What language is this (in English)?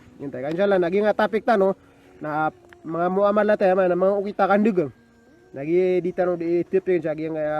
Maranao